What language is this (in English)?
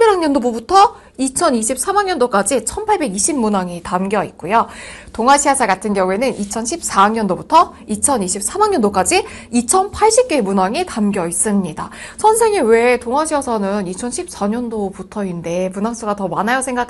Korean